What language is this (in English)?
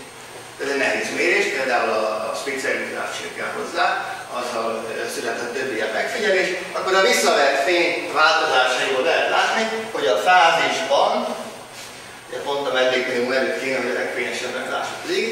Hungarian